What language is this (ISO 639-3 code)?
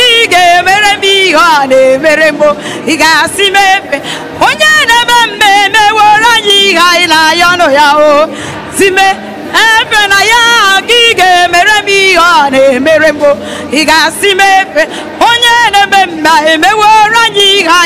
ibo